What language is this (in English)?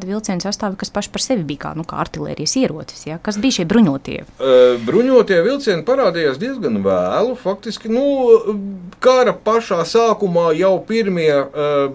Latvian